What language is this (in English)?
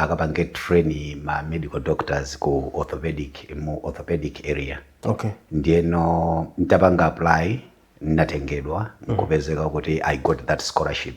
Nyanja